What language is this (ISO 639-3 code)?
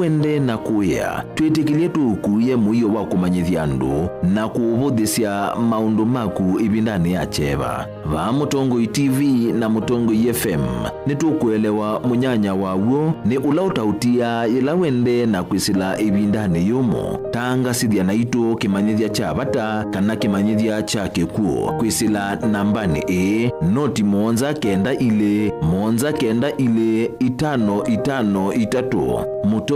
kam